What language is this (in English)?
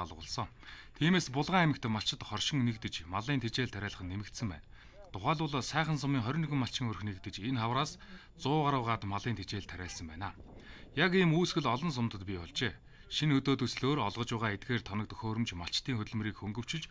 Mongolian